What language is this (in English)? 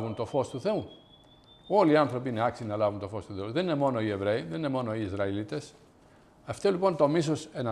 Greek